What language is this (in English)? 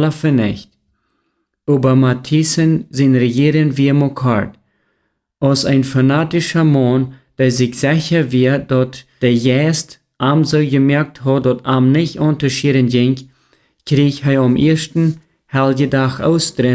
Plautdietsch